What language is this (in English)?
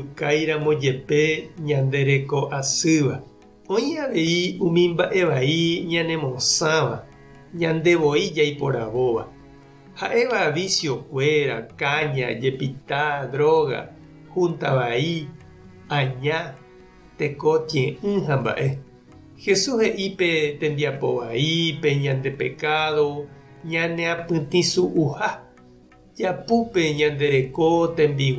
Guarani